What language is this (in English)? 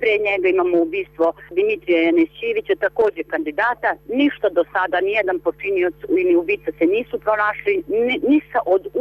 Bosnian